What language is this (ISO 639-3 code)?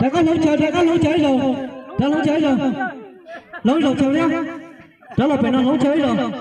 hmn